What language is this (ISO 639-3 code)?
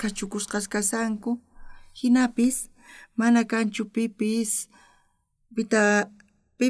quh